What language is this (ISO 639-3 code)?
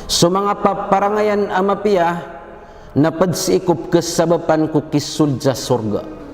mrw